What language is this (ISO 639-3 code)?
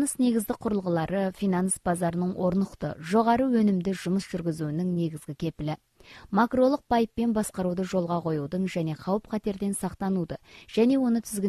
kaz